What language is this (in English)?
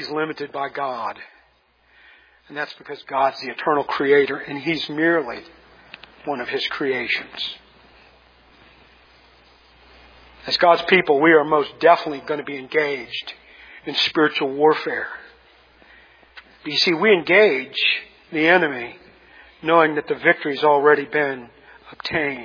English